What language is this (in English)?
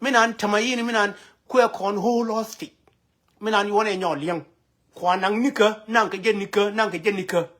Nuer